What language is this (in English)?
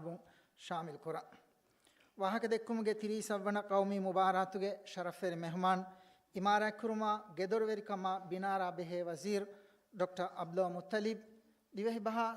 Divehi